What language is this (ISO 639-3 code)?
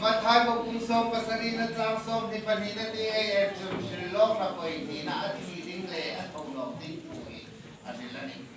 hmr